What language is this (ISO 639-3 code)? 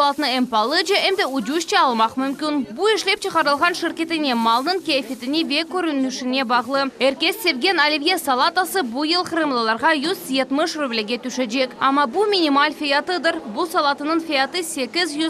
crh